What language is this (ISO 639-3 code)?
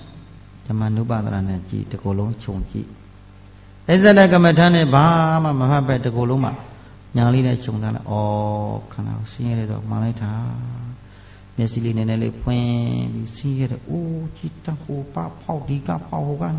mya